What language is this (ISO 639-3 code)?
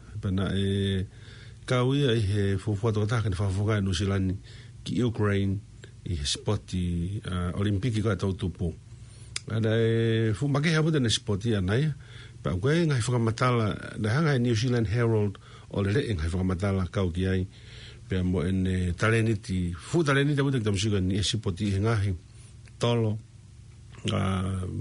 ton